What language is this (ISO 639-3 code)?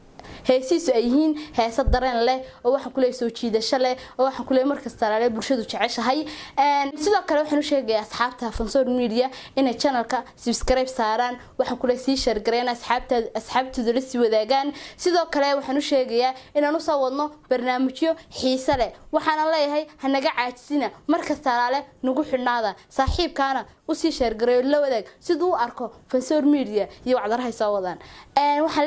som